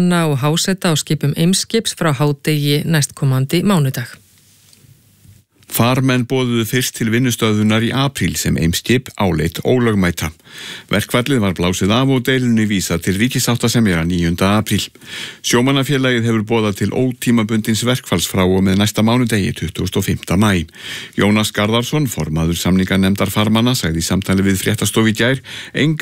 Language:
Icelandic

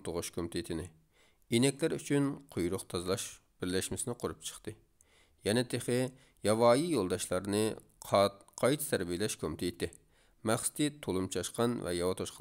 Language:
Uyghur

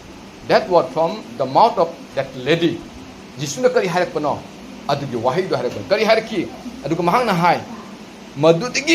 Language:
Manipuri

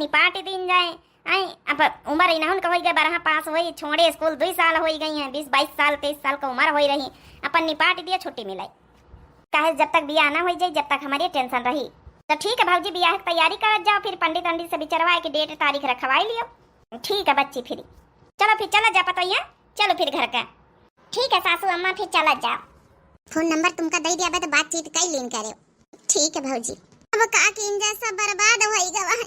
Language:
Awadhi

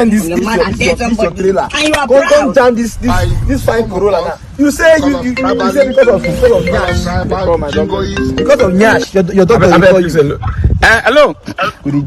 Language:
Nigerian Pidgin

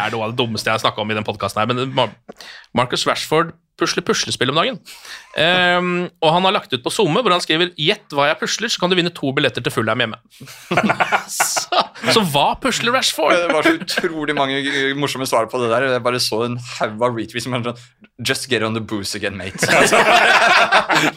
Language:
Norwegian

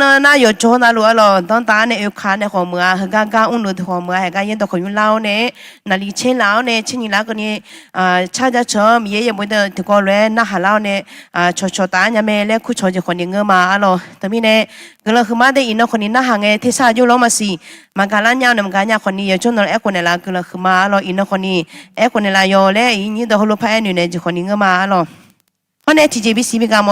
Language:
Akha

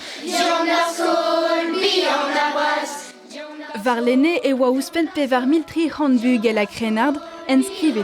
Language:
Breton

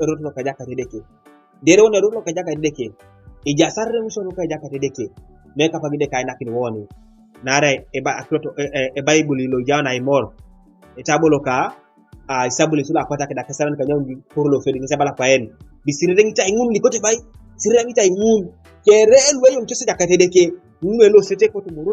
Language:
Teso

